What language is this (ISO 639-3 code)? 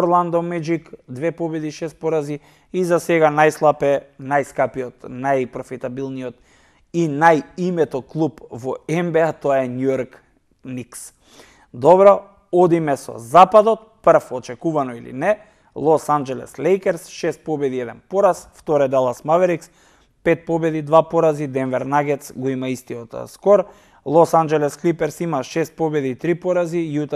mkd